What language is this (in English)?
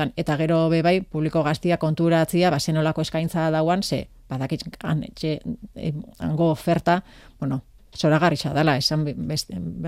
Basque